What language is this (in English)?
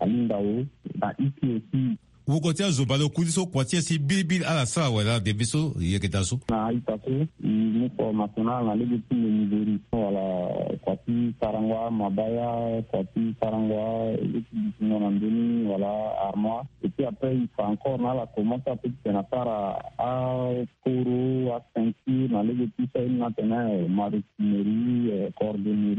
Sango